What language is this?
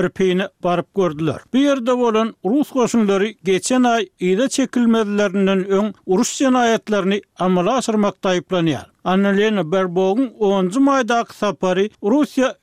Turkmen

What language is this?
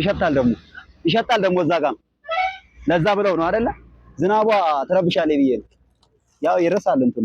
Amharic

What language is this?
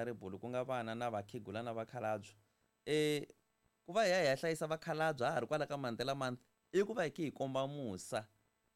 Tsonga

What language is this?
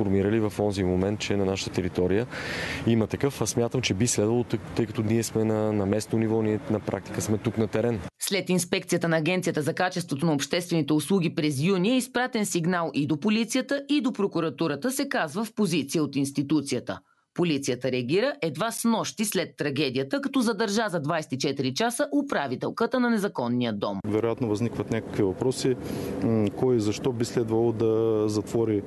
Bulgarian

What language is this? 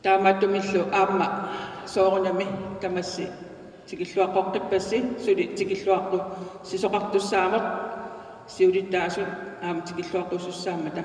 Kalaallisut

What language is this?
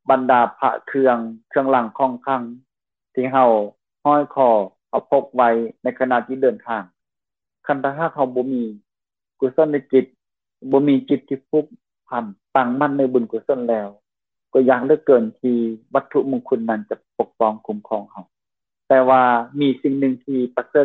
Lao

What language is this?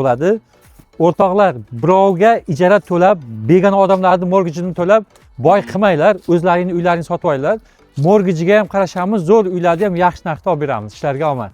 Uzbek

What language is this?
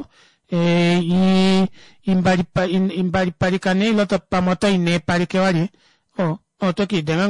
Kuanyama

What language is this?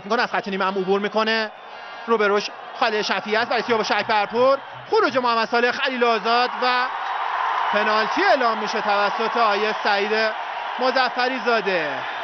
Persian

